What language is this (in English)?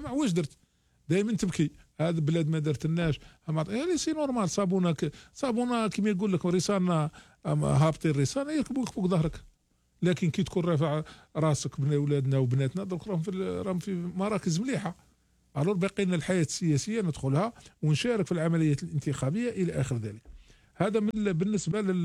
Algerian Arabic